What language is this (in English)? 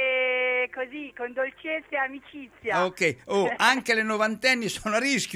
Italian